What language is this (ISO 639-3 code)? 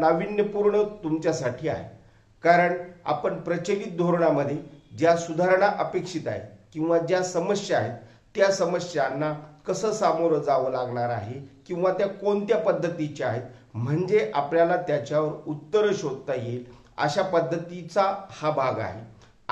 mar